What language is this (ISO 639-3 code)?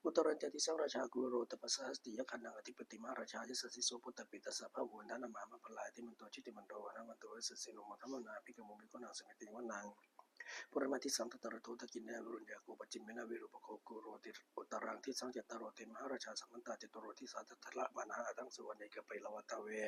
pli